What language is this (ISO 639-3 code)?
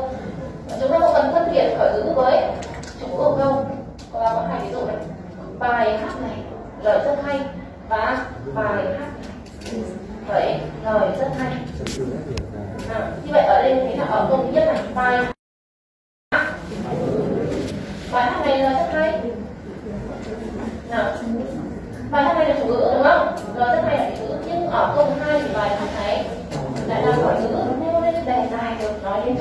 vie